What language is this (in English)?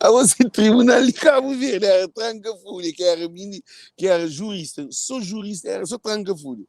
Kabuverdianu